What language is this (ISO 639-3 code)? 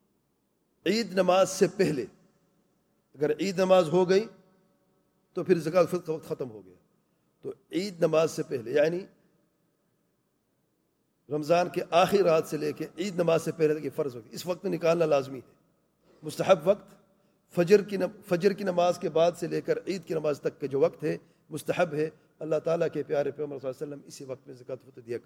urd